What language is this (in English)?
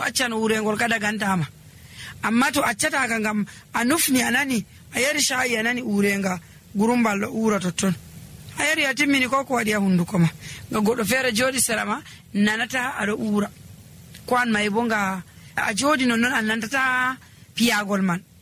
Nigerian Fulfulde